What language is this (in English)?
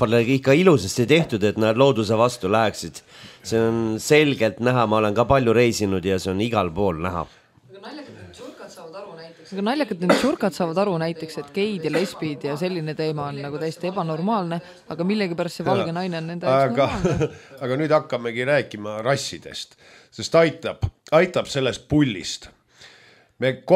Estonian